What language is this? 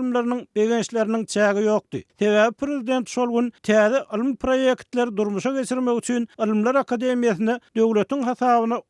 Turkmen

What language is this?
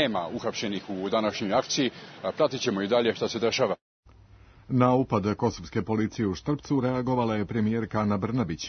Serbian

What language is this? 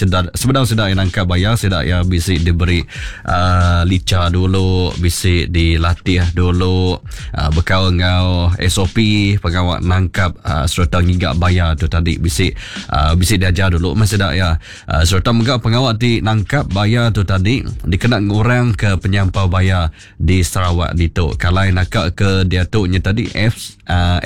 Iban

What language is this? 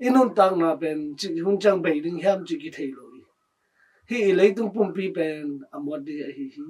Tedim Chin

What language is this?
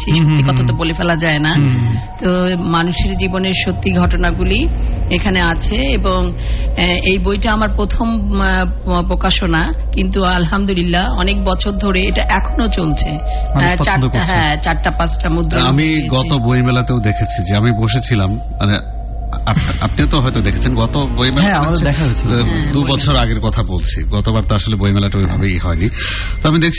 Bangla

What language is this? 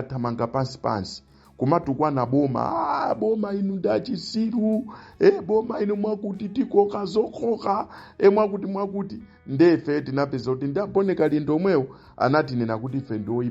Nyanja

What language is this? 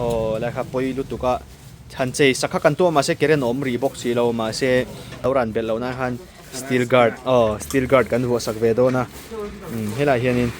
Mizo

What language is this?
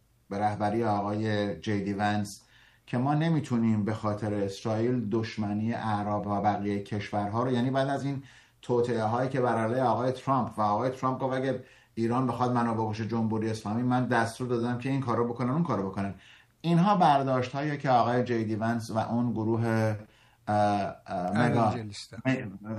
Persian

